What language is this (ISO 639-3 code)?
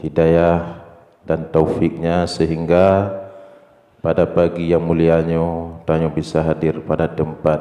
ace